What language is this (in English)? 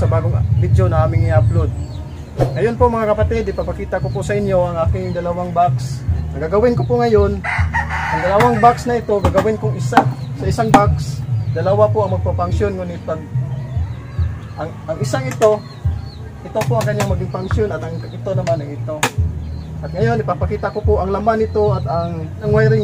Filipino